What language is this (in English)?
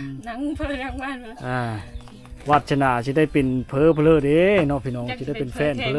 Lao